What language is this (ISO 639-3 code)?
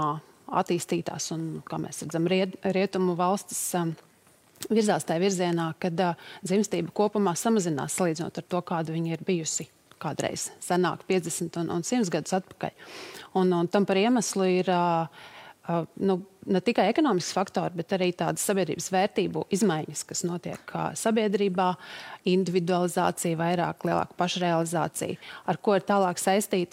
lav